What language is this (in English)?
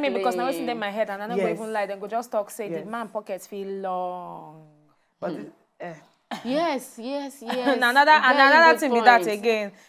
Nigerian Pidgin